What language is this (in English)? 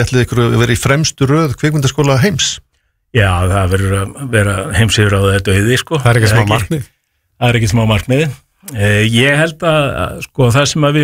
Icelandic